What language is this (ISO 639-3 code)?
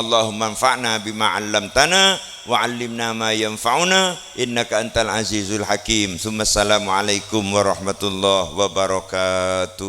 mad